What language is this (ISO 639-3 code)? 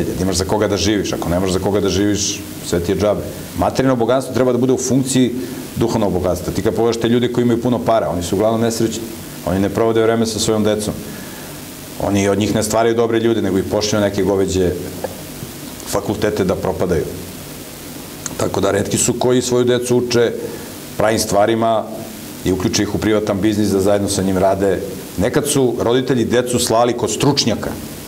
srp